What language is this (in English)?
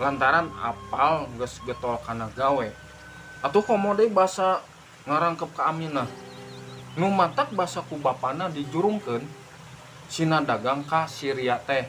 Sundanese